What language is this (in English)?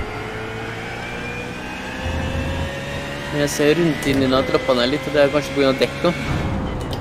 Norwegian